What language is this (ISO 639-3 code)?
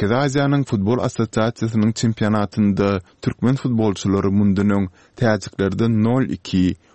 tuk